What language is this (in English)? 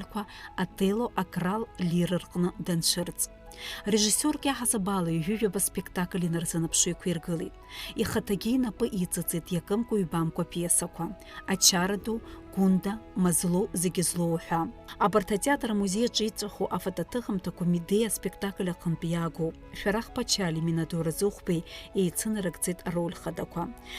Abkhazian